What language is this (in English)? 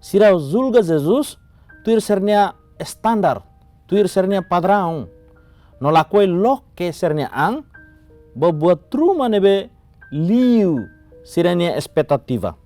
Tetum